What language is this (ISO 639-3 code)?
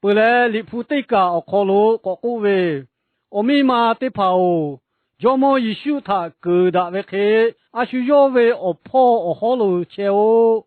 lhu